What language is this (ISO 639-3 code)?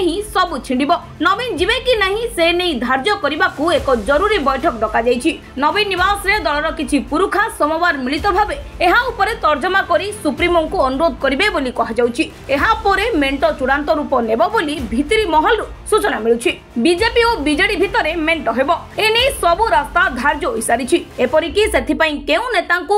ori